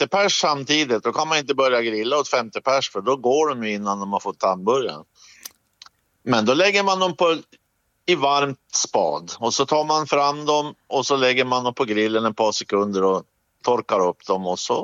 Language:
Swedish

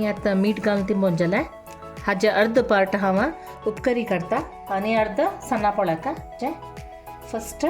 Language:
Konkani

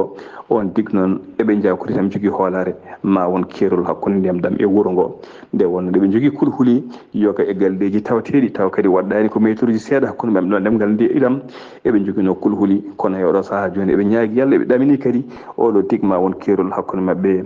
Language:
Fula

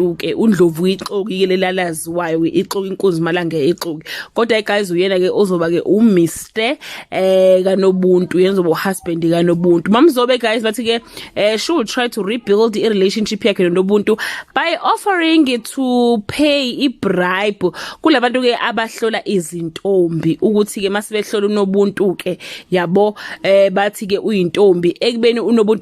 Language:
Zulu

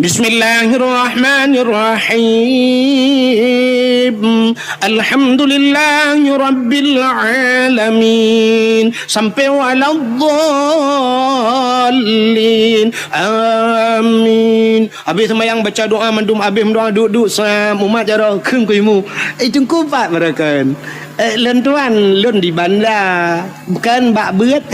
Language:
Achinese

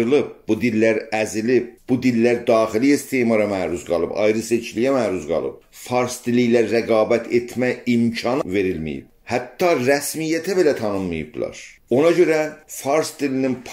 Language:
South Azerbaijani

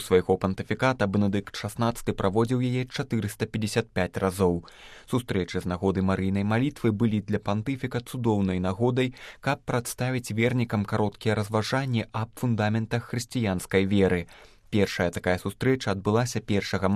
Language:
Belarusian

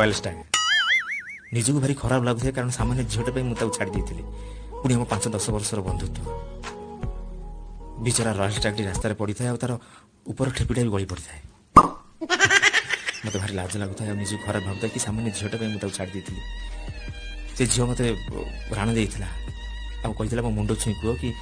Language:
Odia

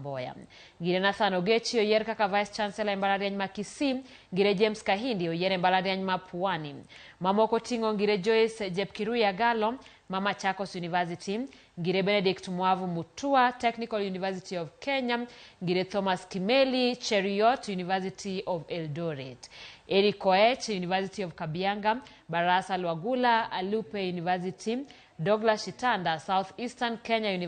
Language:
Luo (Kenya and Tanzania)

